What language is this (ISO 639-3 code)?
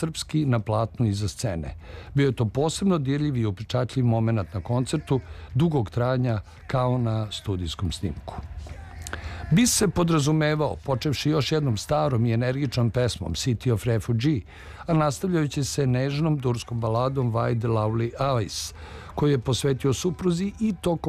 srp